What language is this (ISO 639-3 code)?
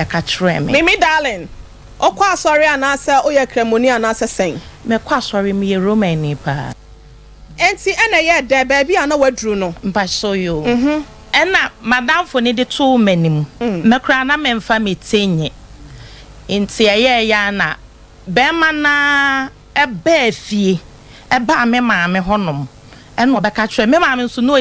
aka